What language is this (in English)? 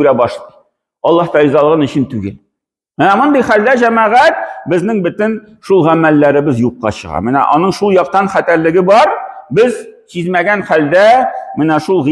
Tatar